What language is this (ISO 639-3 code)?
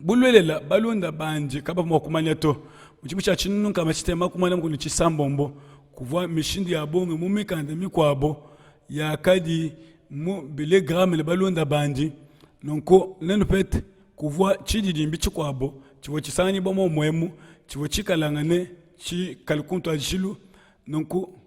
lua